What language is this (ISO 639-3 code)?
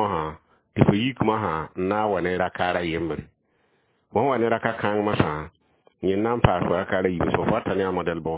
mos